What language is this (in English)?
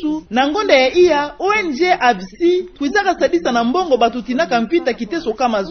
Kituba (Democratic Republic of Congo)